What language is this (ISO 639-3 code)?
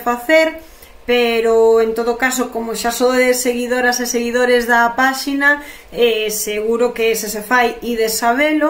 glg